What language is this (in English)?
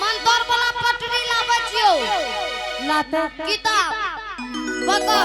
Angika